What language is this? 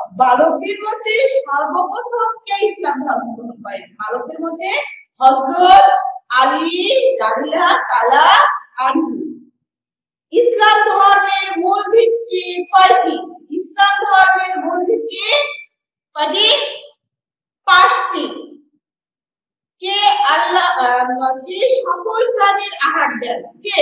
Bangla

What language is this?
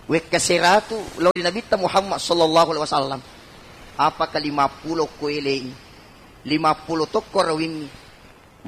Buginese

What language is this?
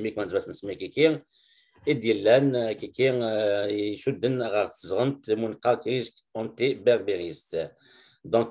Kabyle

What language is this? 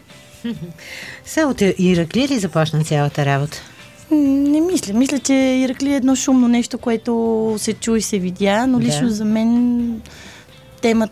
Bulgarian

